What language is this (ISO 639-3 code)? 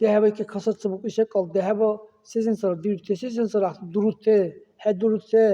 dar